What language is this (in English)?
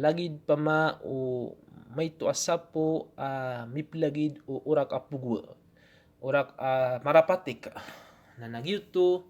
Maranao